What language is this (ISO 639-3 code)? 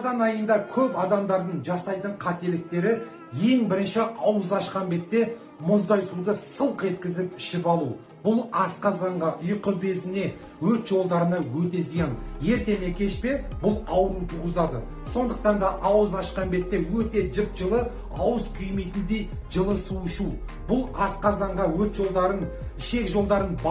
kaz